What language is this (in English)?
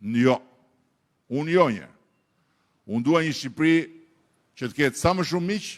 Albanian